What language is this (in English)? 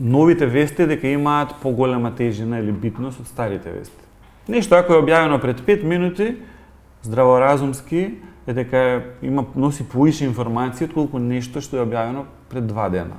Macedonian